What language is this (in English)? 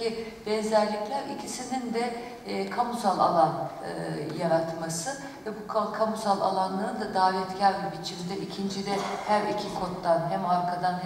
Turkish